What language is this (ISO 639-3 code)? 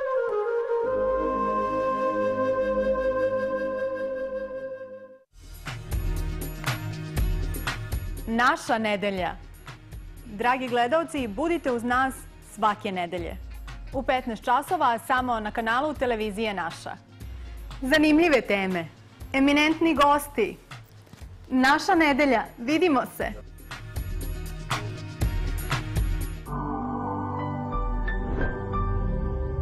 srp